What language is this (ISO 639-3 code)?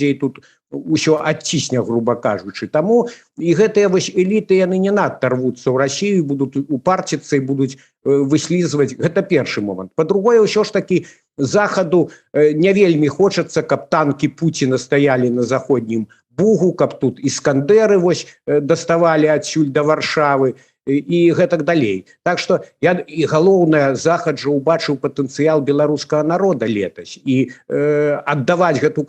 bel